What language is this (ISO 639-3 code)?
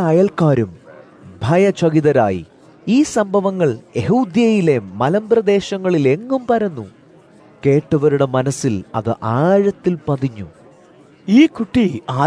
mal